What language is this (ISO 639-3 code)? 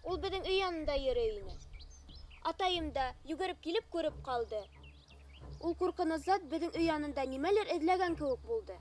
bak